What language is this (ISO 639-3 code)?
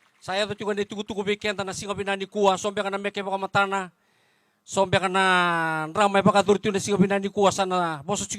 fij